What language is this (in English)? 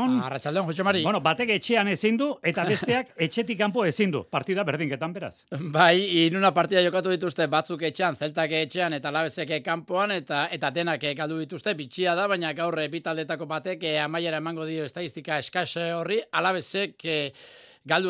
Basque